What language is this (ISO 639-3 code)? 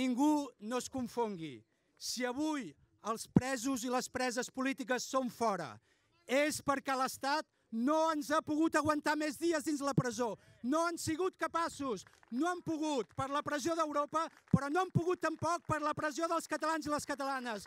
cat